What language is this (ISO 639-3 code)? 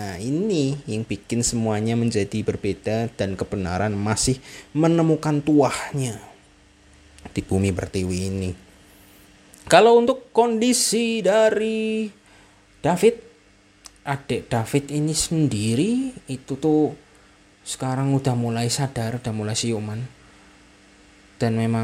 ind